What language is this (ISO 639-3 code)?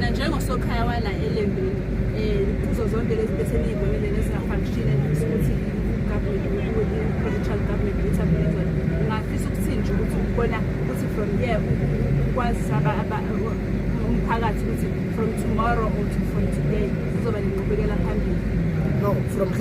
zul